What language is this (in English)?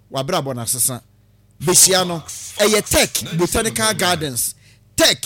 Akan